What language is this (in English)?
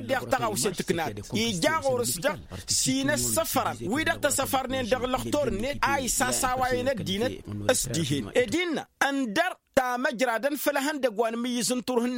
Tamasheq